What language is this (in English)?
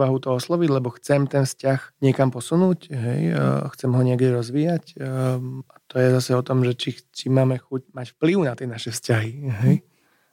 Slovak